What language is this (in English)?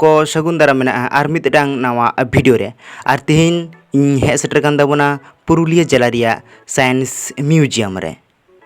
Santali